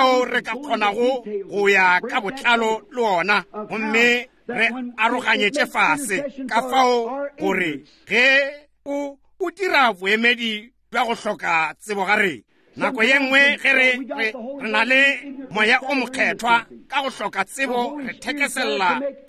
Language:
Northern Sotho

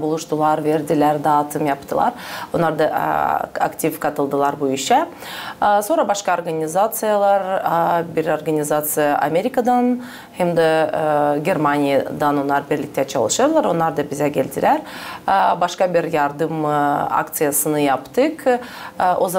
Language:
Gagauz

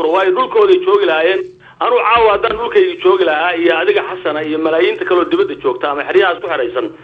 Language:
Somali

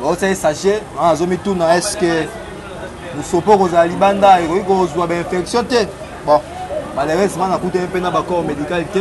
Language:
Lingala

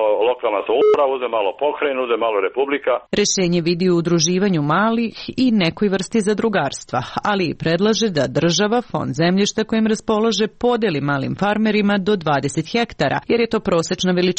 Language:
Serbian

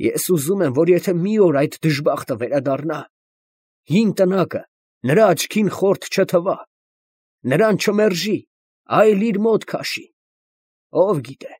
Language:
Armenian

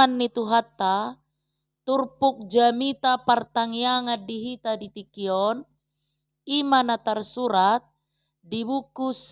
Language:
Batak Toba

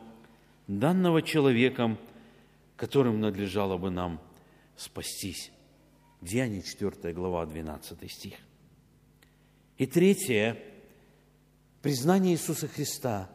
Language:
Russian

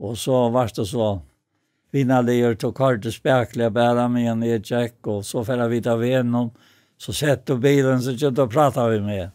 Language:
Faroese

